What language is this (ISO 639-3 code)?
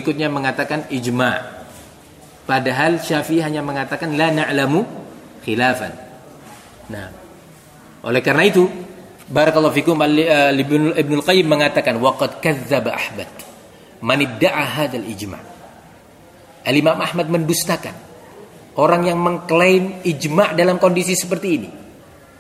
ind